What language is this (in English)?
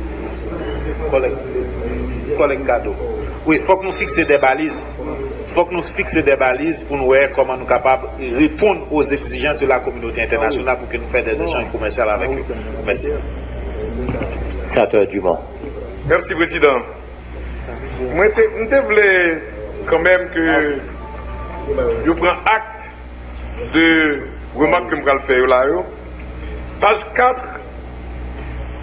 French